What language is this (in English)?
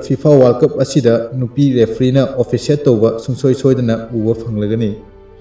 Manipuri